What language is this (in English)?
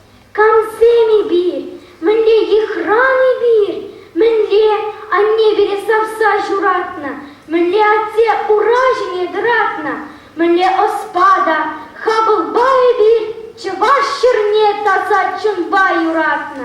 Chuvash